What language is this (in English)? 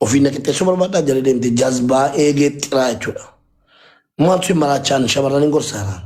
Oromo